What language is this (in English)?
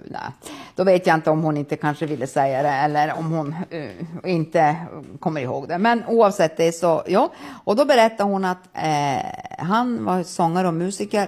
Swedish